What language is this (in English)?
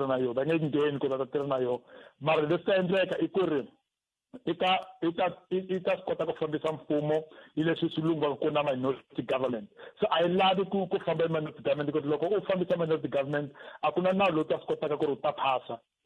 Tsonga